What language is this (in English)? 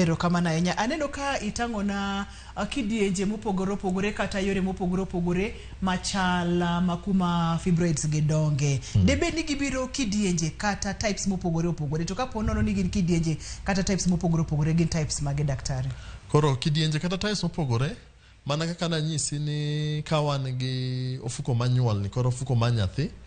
Luo (Kenya and Tanzania)